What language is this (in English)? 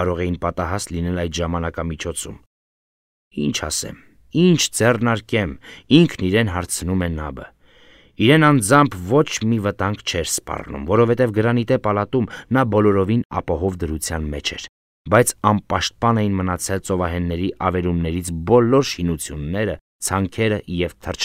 Armenian